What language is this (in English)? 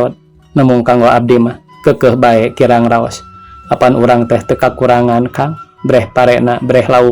Sundanese